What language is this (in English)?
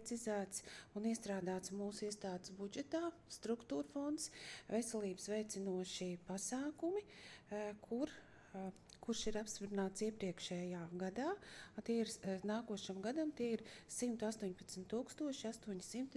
Latvian